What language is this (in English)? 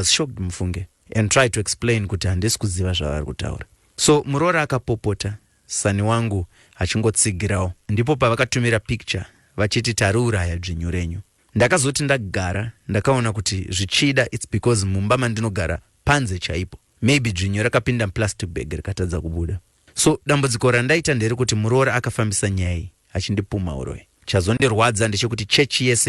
Shona